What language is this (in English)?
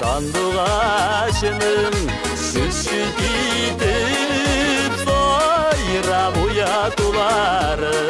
Tatar